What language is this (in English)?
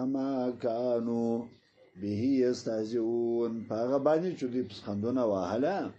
Pashto